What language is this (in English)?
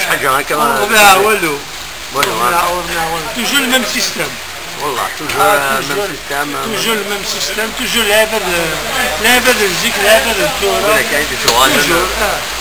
Kabyle